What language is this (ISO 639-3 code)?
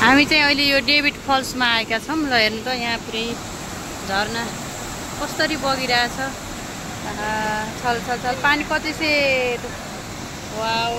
nep